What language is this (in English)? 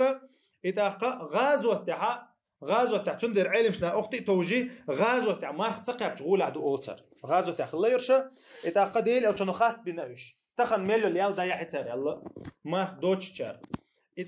Chechen